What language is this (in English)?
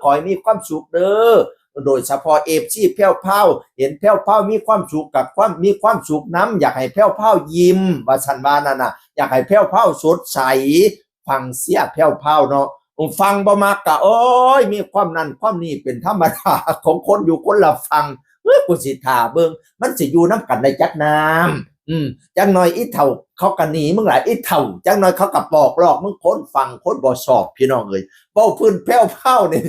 Northeastern Thai